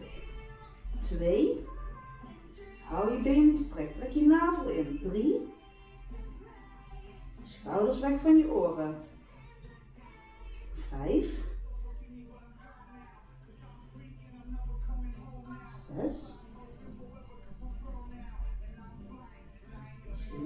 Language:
Dutch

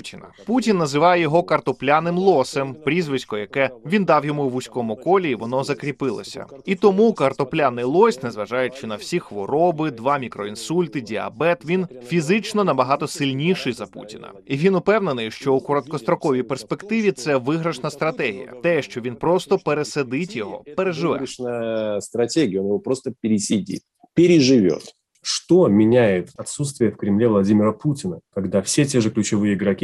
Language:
Ukrainian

